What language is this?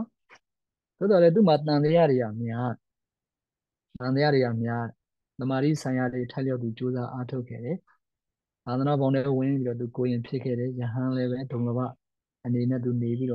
Burmese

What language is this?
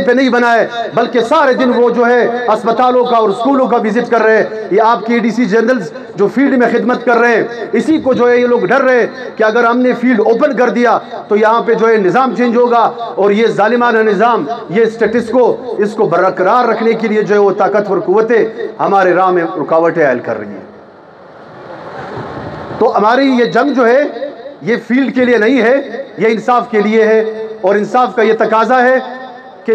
Urdu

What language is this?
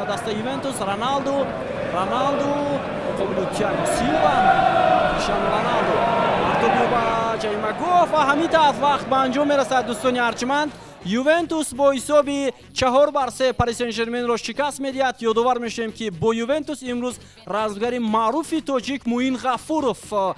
Tajik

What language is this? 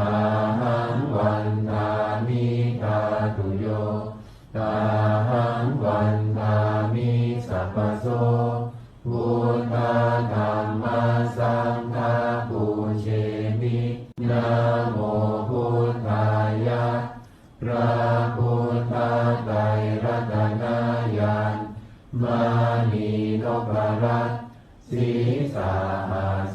Pali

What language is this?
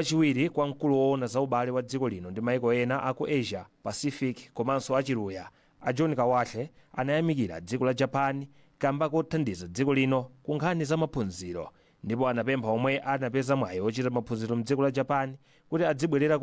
Nyanja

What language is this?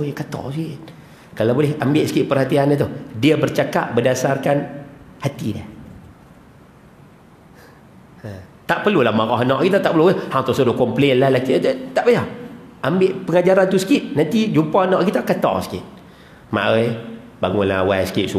Malay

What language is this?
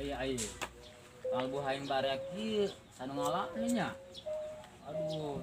Sundanese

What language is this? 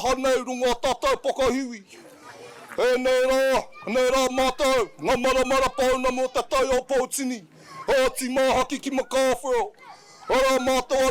Māori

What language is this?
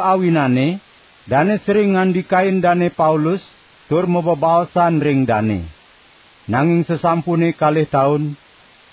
Balinese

